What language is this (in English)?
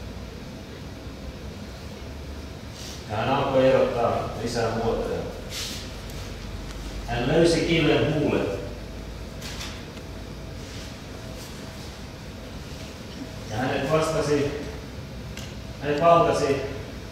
Finnish